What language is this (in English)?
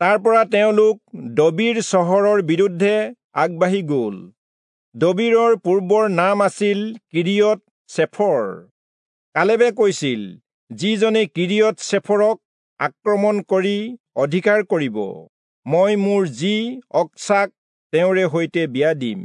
Assamese